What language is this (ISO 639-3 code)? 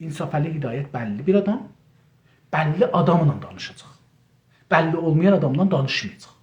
azb